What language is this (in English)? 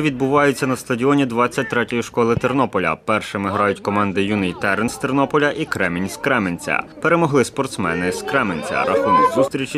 Ukrainian